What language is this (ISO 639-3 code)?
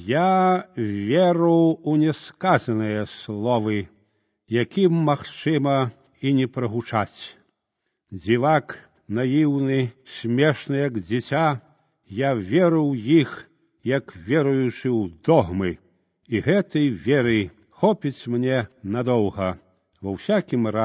bel